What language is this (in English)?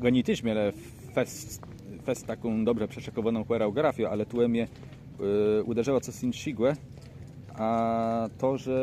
Kashubian